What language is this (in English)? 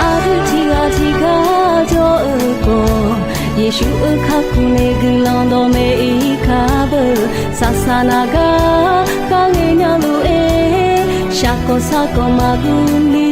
Akha